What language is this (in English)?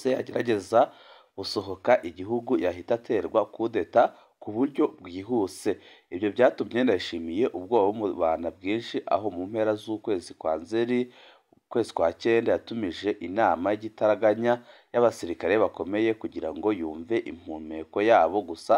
Rundi